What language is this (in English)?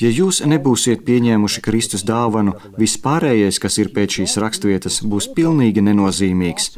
Latvian